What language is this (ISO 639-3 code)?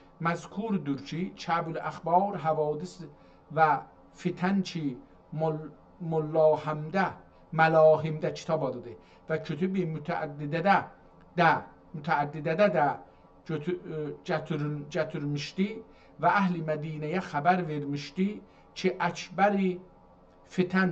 azb